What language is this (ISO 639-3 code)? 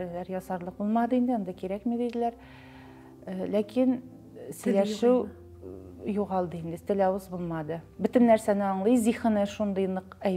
tat